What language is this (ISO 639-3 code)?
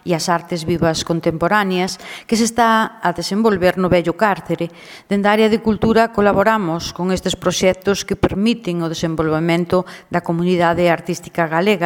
glg